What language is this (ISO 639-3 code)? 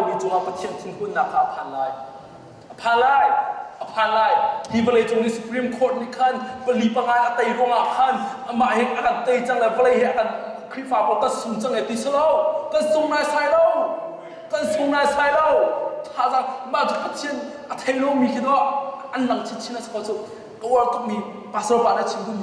cnh